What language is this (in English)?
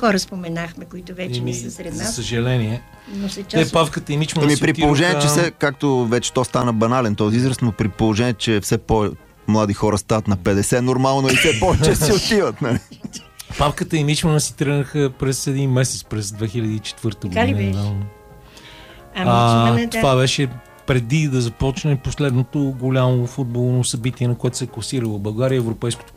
Bulgarian